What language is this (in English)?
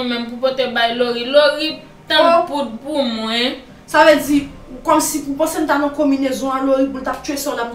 Haitian Creole